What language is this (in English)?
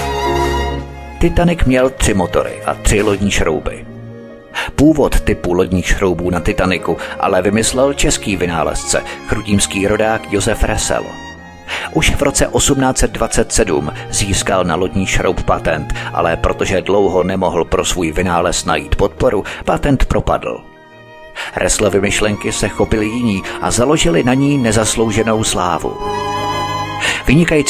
Czech